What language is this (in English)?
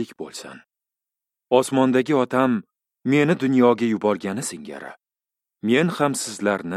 Uzbek